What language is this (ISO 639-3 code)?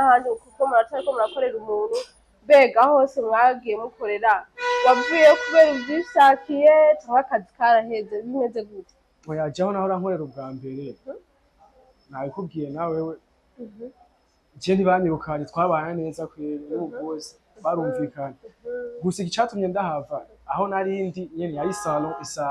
run